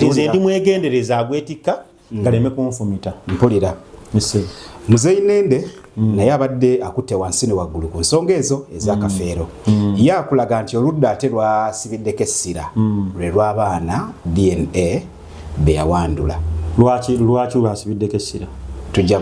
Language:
Ganda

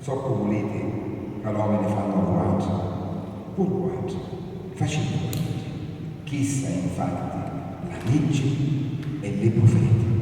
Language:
Sicilian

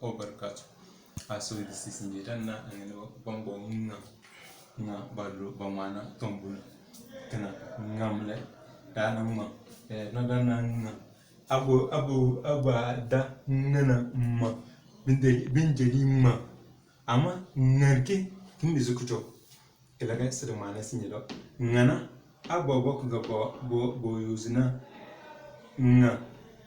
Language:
Tem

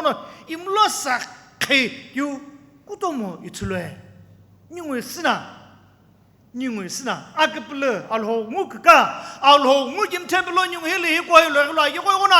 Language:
Sumi Naga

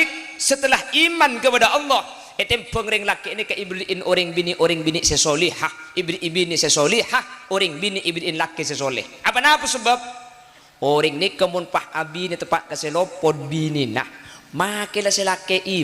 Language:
Madurese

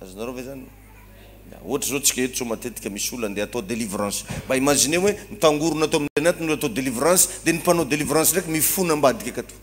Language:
Malagasy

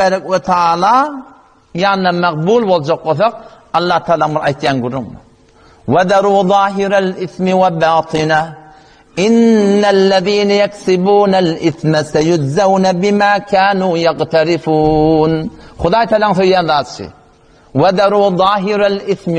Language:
Turkmen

